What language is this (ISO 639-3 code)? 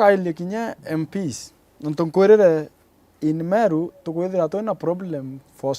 mer